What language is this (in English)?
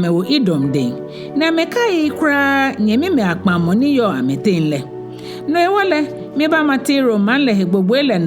Ga